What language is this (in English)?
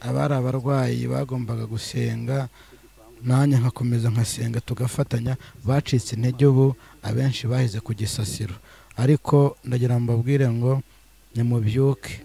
Kinyarwanda